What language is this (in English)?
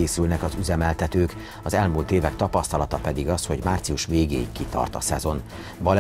Hungarian